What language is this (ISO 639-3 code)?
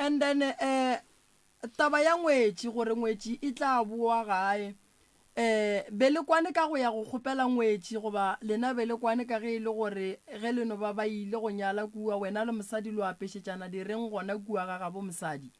nso